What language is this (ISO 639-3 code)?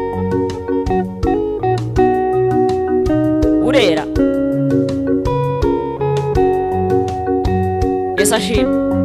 kin